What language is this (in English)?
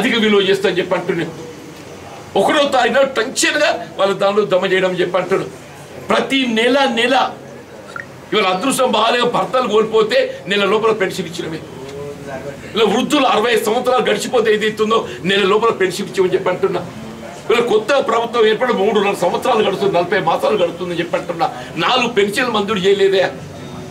Telugu